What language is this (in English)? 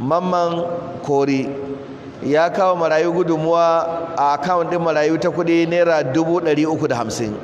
Hausa